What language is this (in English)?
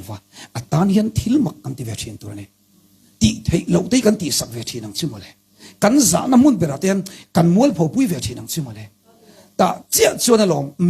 Mizo